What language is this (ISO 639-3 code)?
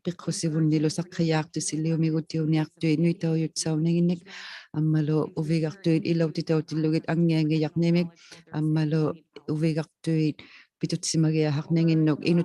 iku